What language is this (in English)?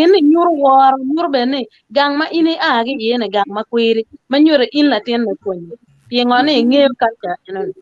Acoli